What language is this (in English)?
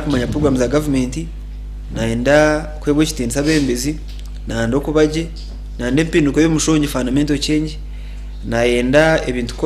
Nyankole